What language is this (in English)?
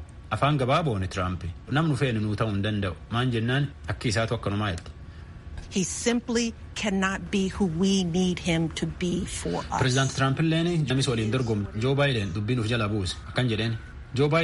Oromo